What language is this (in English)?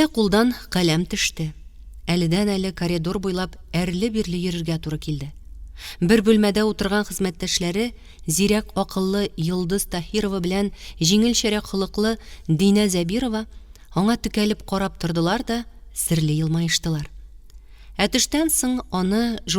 Tatar